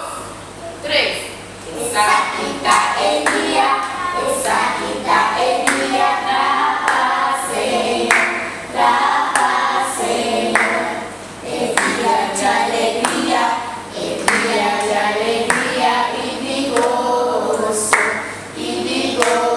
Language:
Papiamento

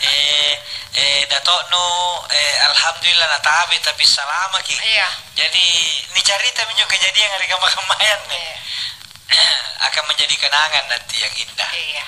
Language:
Makasar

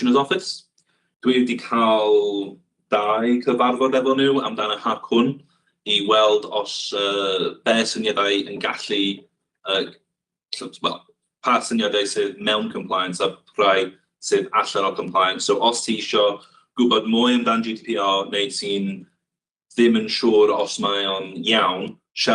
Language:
Welsh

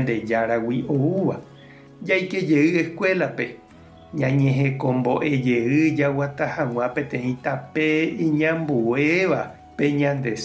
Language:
Guarani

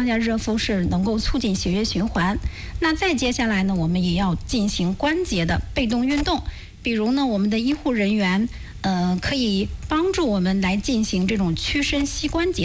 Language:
Chinese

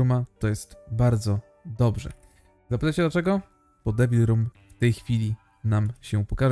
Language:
Polish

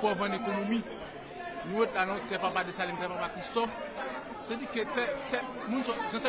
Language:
Haitian Creole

